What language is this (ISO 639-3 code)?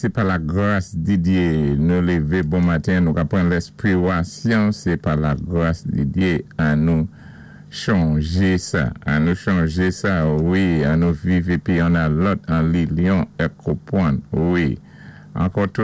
acf